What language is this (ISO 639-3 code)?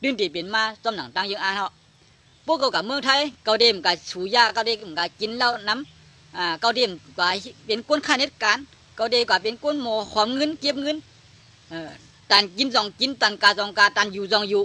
shn